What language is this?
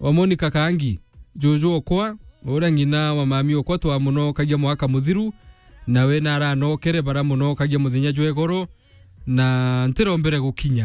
Meru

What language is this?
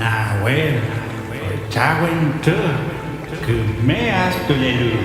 Mapuche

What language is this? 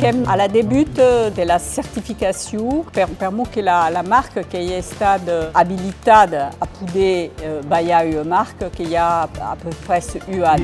Occitan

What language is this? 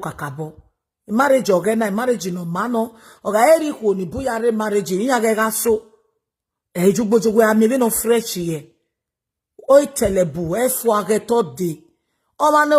Nigerian Pidgin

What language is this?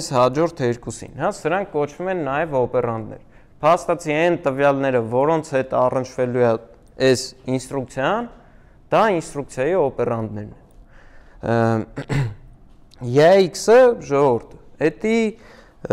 Armenian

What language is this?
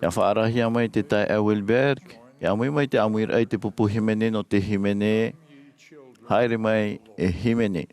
Tahitian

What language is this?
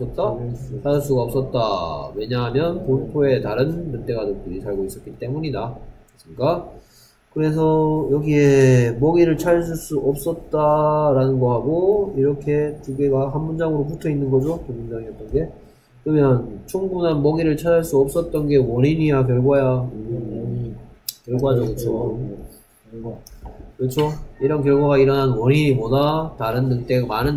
Korean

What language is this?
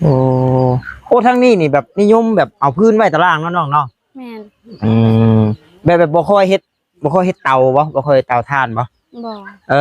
Northeastern Thai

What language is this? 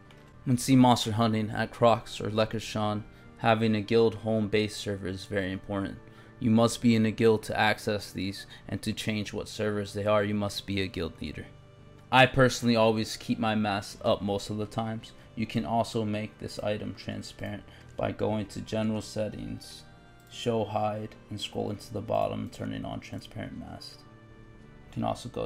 English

